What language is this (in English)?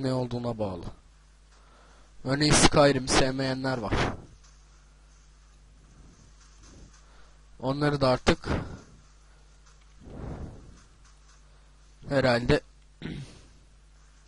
Turkish